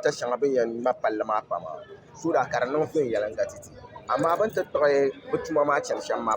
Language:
Dagbani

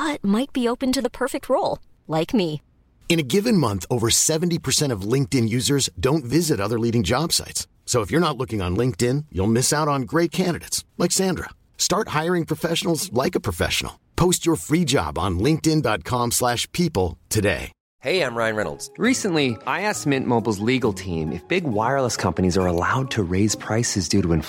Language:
English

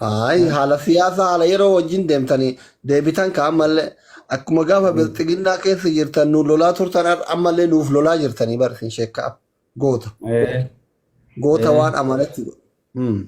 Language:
Oromo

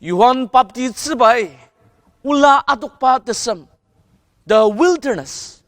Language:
Ao Naga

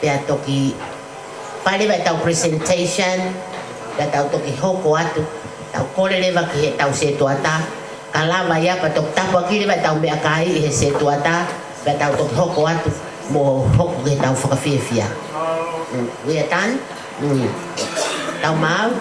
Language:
Tongan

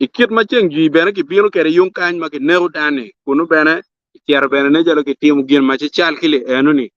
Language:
Acoli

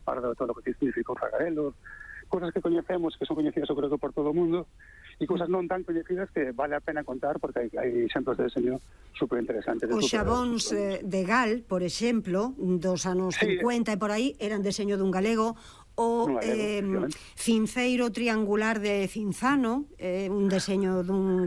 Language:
Galician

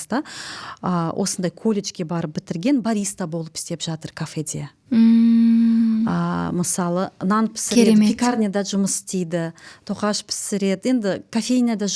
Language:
Kazakh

